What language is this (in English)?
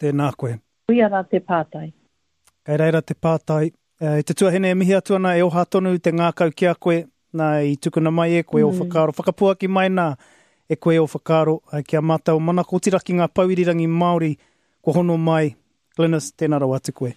Māori